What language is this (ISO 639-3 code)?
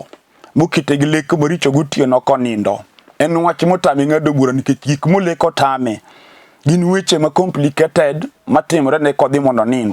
luo